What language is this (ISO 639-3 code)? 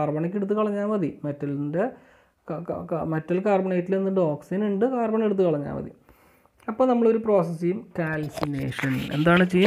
mal